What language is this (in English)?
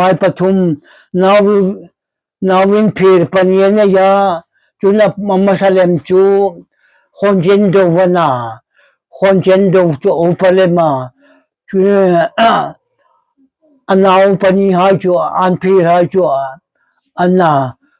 Hmar